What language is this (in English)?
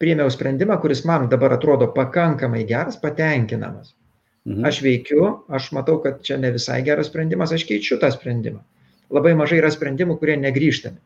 Lithuanian